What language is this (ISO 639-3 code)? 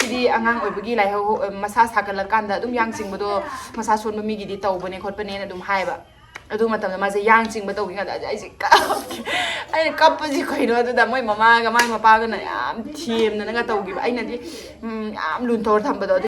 mni